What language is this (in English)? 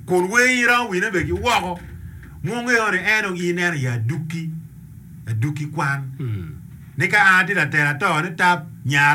Acoli